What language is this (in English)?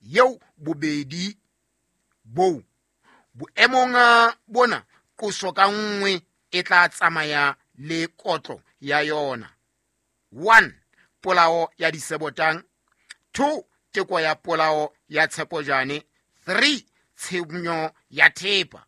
Southern Sotho